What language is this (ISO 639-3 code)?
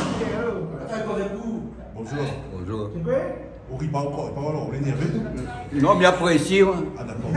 rcf